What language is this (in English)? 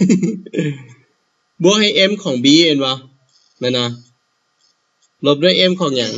Lao